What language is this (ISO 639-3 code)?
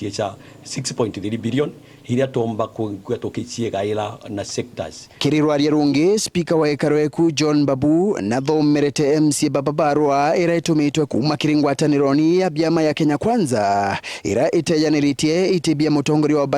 mer